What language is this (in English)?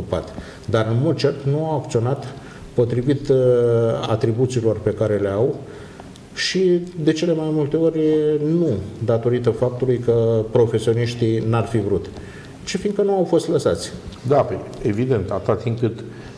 Romanian